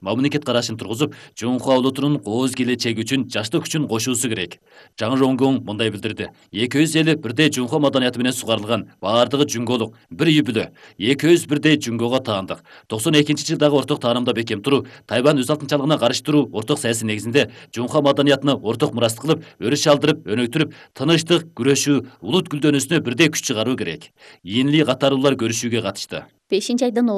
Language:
Kyrgyz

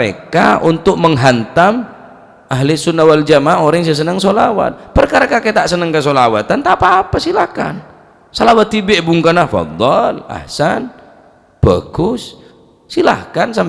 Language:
Madurese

